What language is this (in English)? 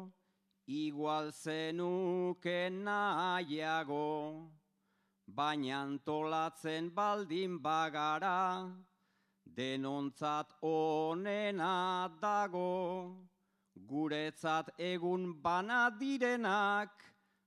Basque